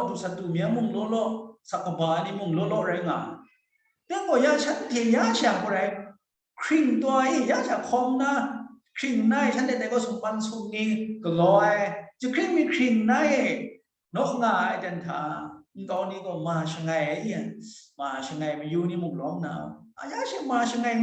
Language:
Kachin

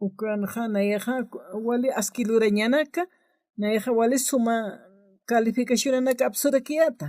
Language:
Aymara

